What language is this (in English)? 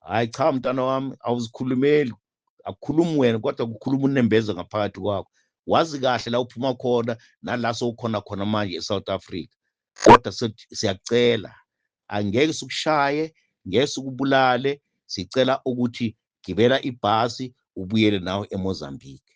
Zulu